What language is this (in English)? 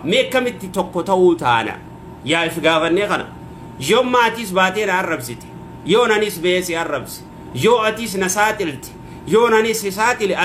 Oromo